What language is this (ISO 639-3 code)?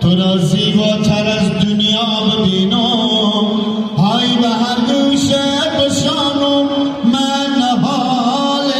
haz